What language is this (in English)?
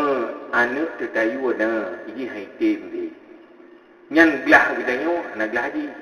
Achinese